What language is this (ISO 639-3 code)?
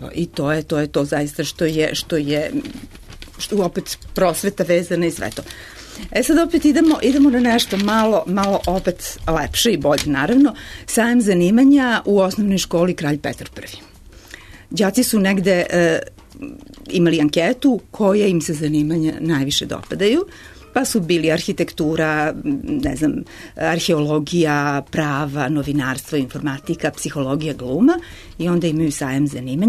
srp